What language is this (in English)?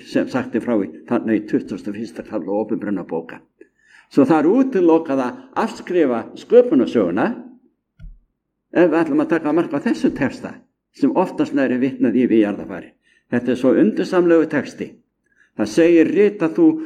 Icelandic